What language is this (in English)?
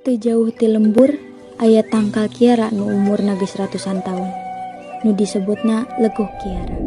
Sundanese